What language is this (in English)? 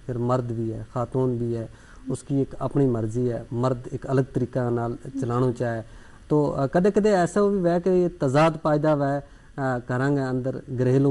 Gujari